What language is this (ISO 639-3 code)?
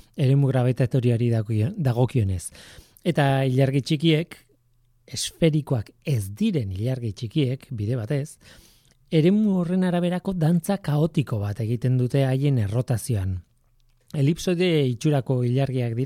eus